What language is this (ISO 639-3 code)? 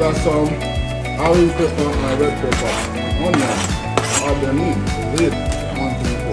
jam